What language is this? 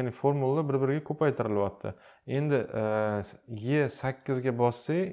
Uzbek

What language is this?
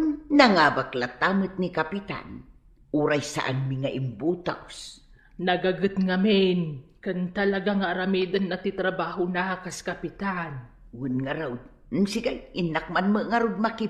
Iloko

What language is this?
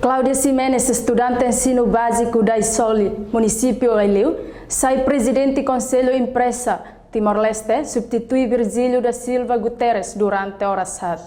Tetum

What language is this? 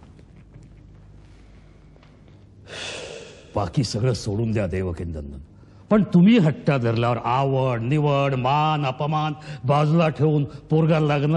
Marathi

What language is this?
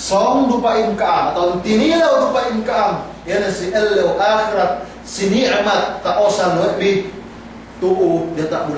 Yakan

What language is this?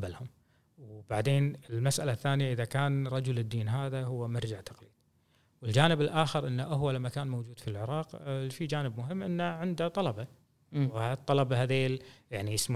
Gulf Arabic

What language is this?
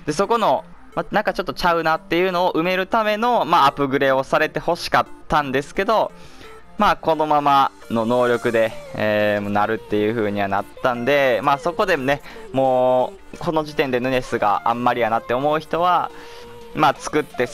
Japanese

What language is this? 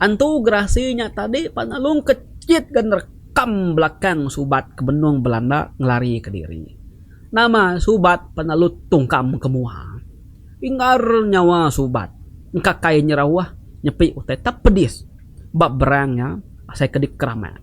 Iban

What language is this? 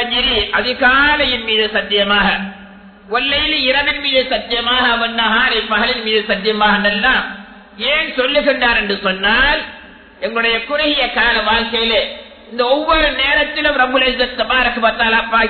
Tamil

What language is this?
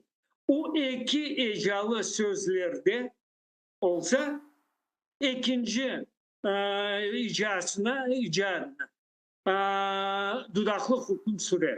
Crimean Tatar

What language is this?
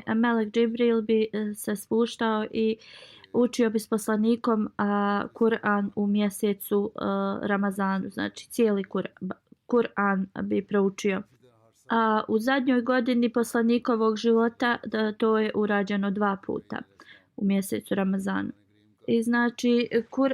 Bosnian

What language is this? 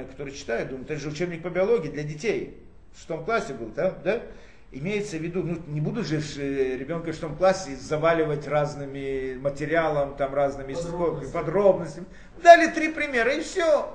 Russian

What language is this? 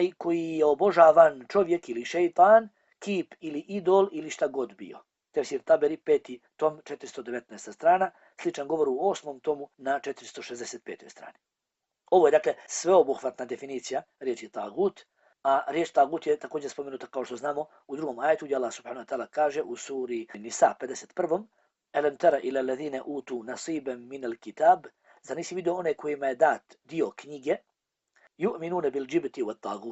Bosnian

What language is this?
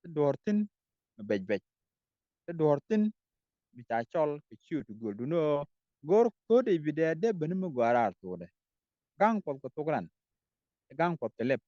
Nuer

